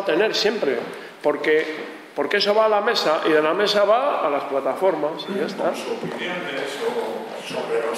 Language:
Spanish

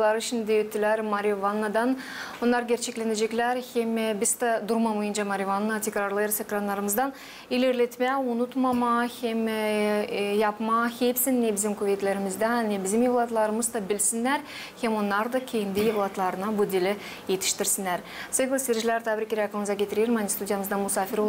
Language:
Gagauz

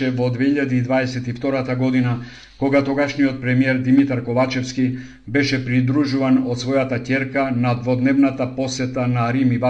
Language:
Macedonian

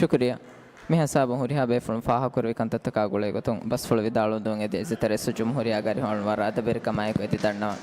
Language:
Divehi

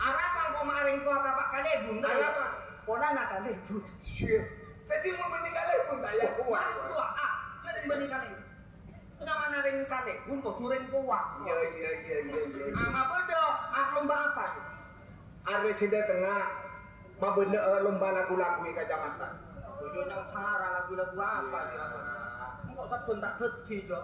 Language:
Madurese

